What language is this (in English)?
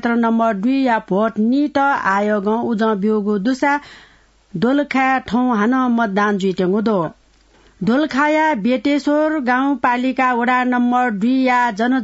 Newari